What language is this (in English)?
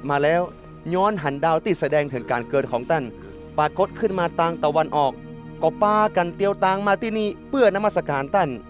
Northern Thai